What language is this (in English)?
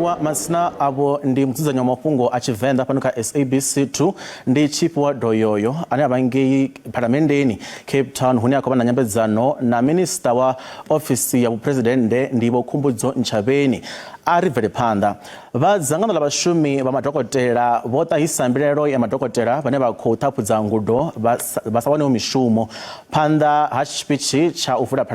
Venda